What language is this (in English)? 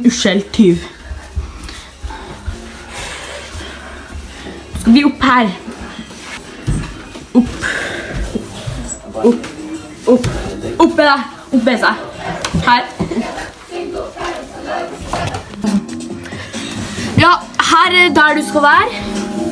Norwegian